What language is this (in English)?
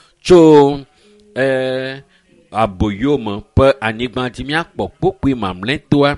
Ewe